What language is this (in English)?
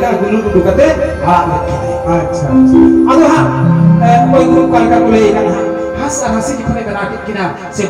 Santali